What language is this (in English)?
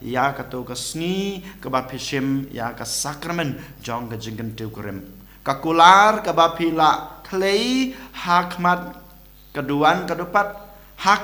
Khasi